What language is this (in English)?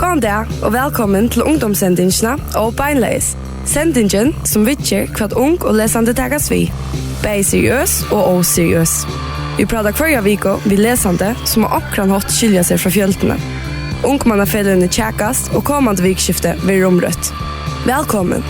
Faroese